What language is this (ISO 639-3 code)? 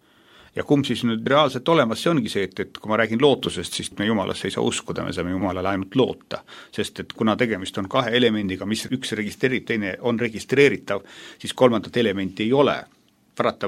est